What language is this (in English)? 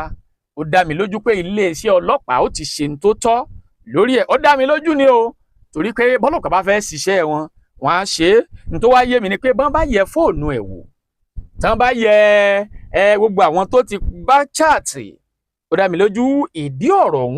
Yoruba